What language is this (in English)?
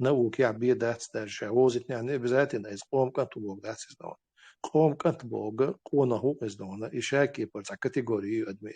Chechen